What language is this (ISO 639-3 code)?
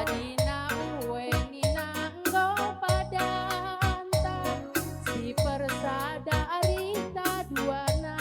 btx